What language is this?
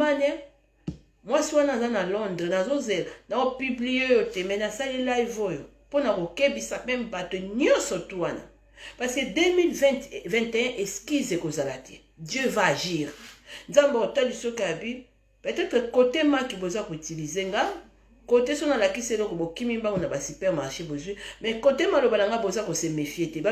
Lingala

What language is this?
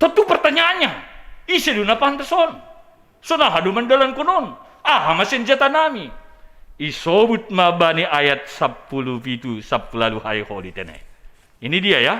Batak Simalungun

